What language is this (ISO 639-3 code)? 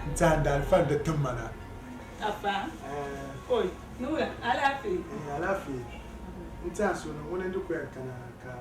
dag